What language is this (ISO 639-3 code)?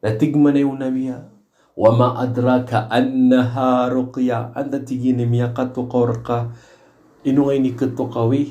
mrw